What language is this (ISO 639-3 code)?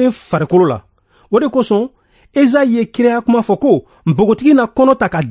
bam